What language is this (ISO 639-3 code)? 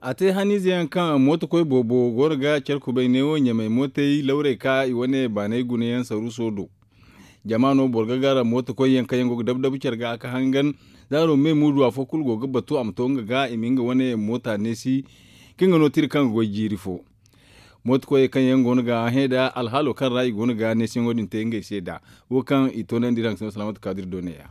dje